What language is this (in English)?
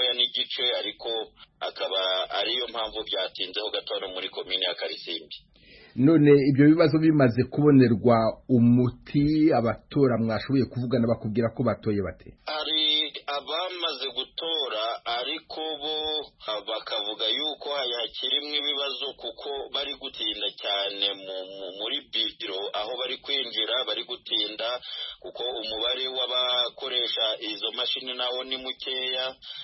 Kinyarwanda